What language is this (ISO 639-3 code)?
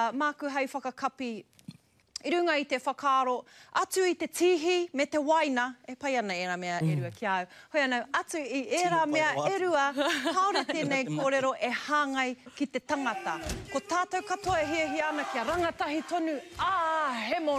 mri